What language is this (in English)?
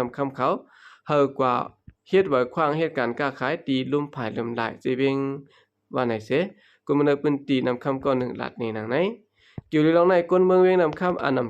Shan